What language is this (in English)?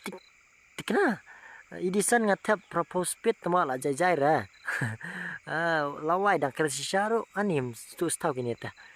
Khasi